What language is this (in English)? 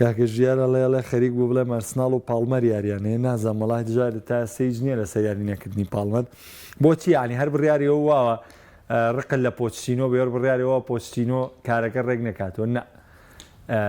Central Kurdish